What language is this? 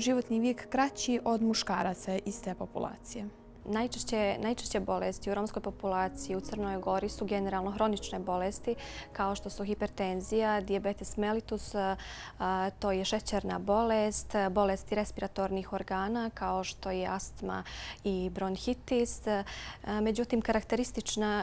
Bosnian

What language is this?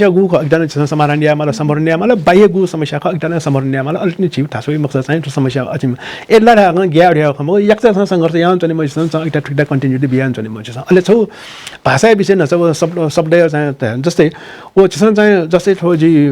Newari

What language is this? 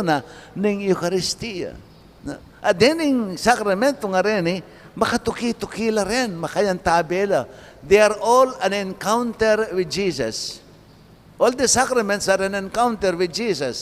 Pampanga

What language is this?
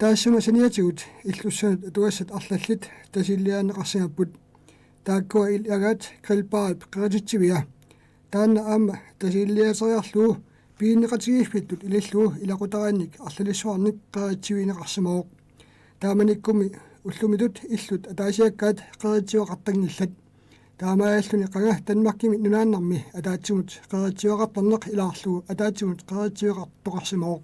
Kalaallisut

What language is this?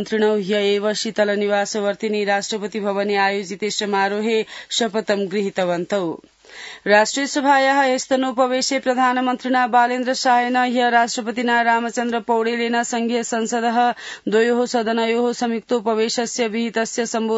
Sanskrit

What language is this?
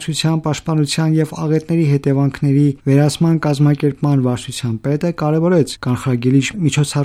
Armenian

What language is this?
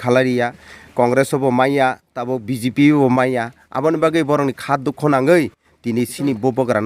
Kok Borok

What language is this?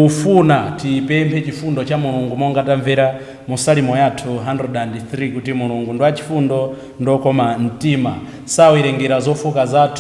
Nyanja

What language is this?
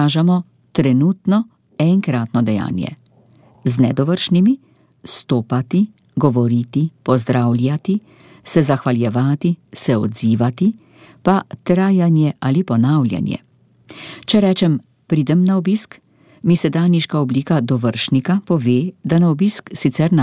Slovenian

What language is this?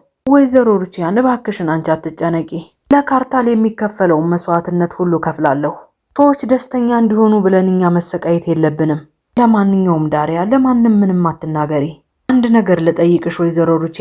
Amharic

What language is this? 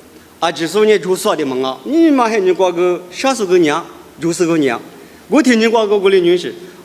Lisu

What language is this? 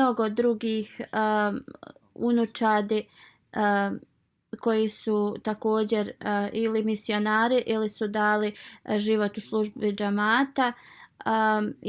Bosnian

